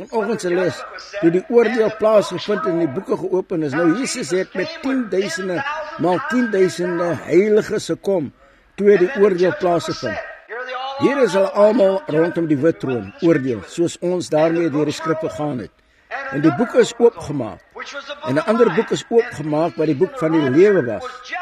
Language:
Afrikaans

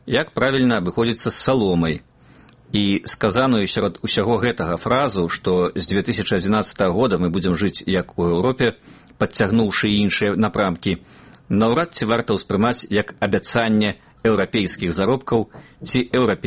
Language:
Belarusian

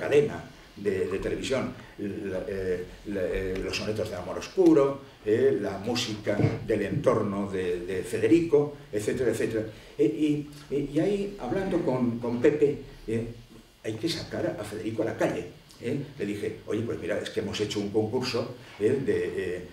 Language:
Spanish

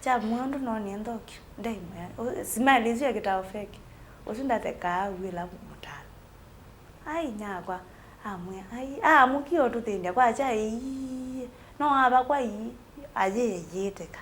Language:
Kamba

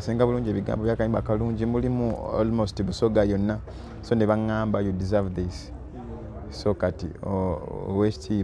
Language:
Ganda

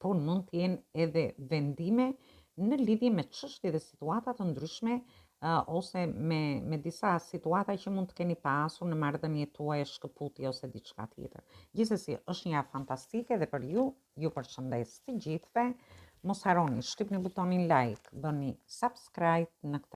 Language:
Albanian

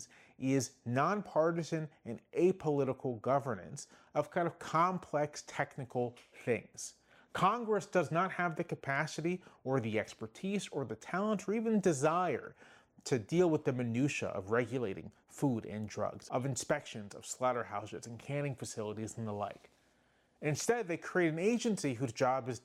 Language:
English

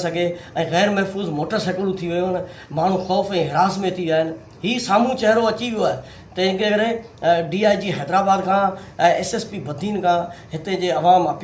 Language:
Sindhi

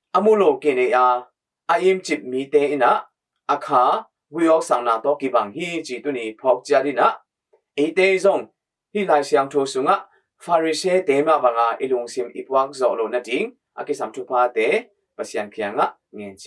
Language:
Tedim Chin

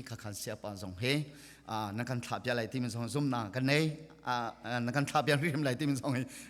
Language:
Hakha Chin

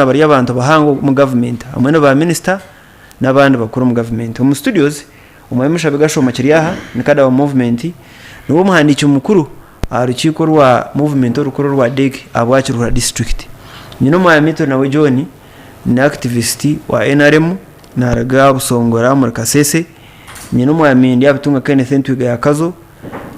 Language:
Nyankole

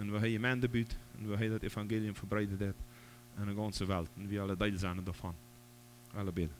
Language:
Plautdietsch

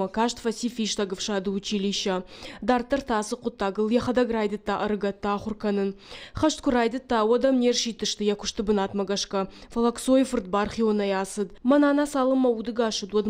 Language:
Ossetic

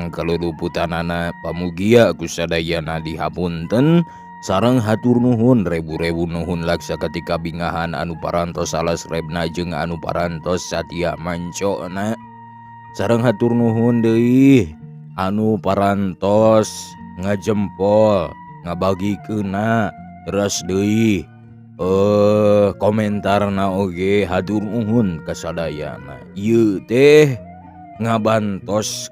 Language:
Sundanese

